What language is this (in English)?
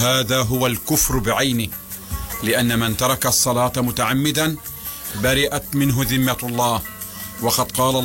Arabic